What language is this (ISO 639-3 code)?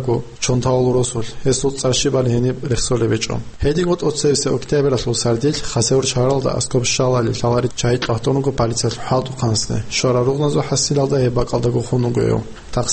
ava